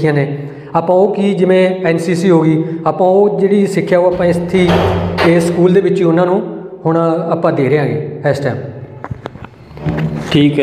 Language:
Punjabi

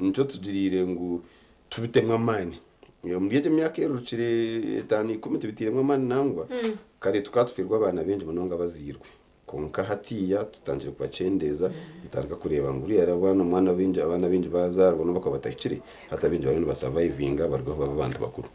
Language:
Nyankole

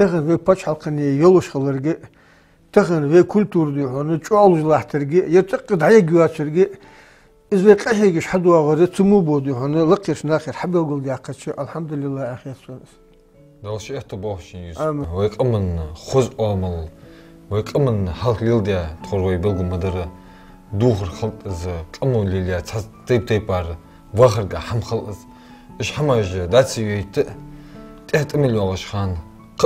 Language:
Ingush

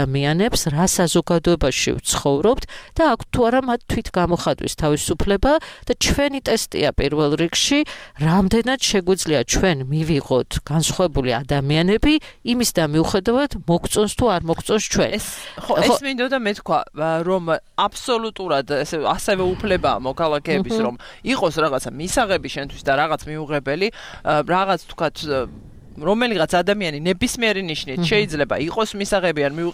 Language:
Georgian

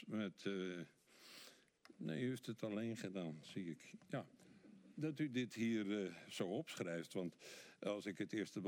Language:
Dutch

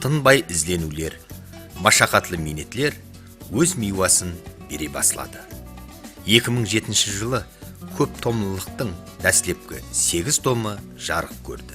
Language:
Kara-Kalpak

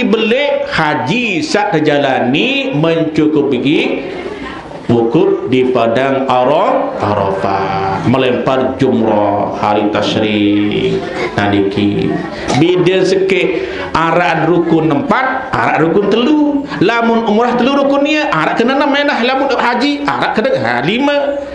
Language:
Sasak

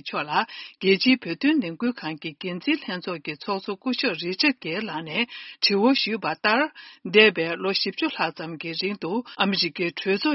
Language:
Tibetan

